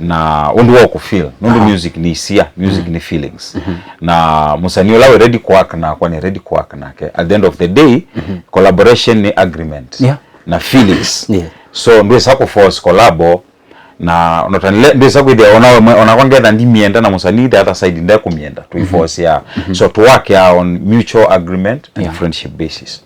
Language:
Kamba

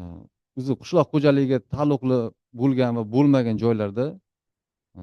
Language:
Uzbek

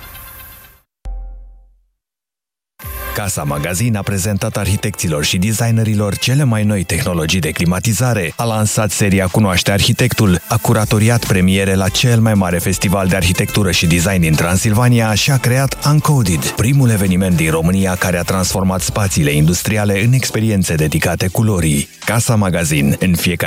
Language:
Romanian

